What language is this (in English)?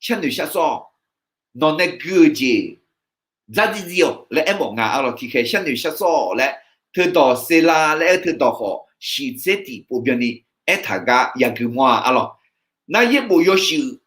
Akha